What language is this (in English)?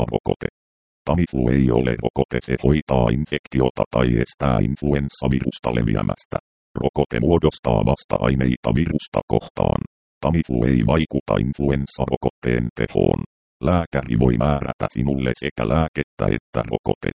Finnish